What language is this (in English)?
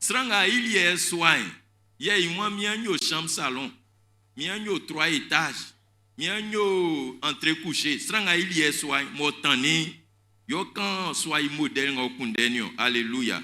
Baoulé